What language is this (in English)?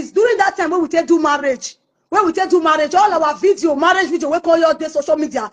Nigerian Pidgin